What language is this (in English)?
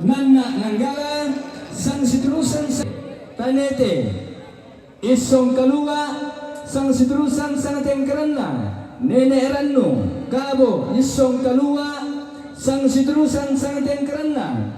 Toraja-Sa'dan